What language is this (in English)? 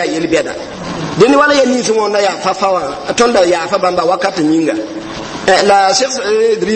Mossi